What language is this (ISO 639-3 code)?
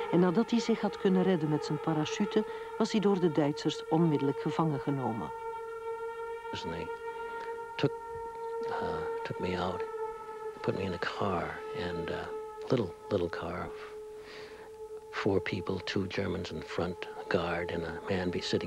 nld